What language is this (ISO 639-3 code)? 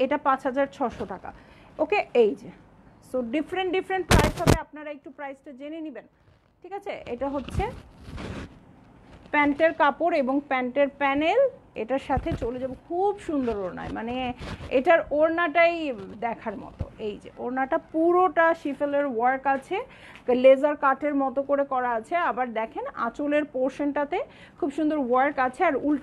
ben